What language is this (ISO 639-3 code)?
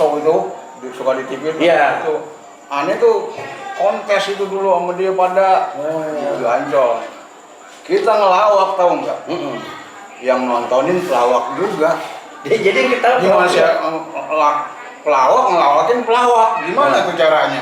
bew